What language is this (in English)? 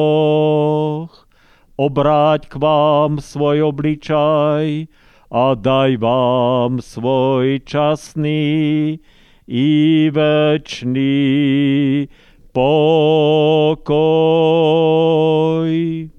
Slovak